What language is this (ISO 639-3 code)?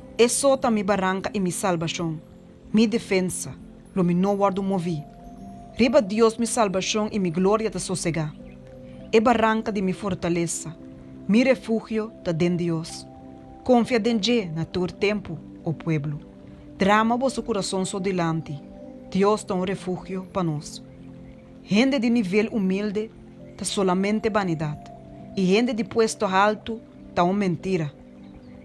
pap